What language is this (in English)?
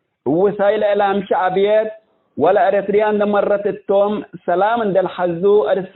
Tigre